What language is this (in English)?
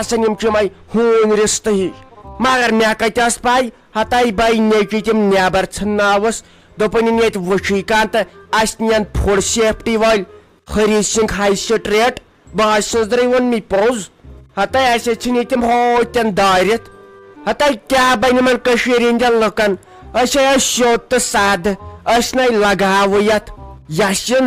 Kashmiri